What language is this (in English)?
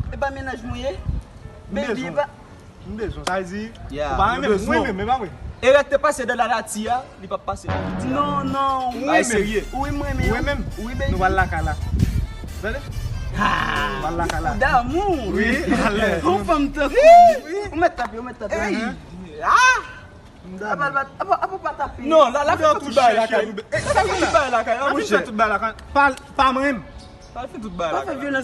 Haitian Creole